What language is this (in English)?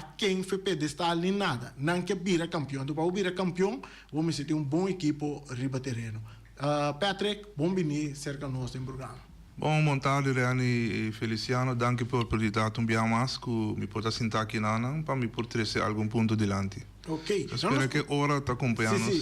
Papiamento